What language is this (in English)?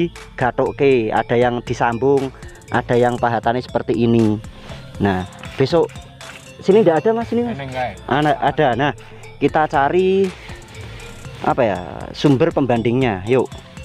Indonesian